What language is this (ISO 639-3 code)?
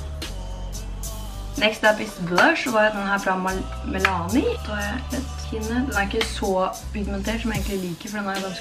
nor